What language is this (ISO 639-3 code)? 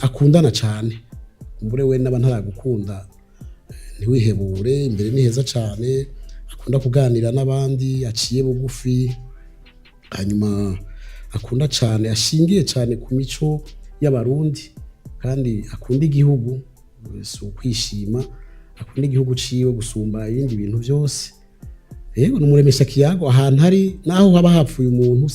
run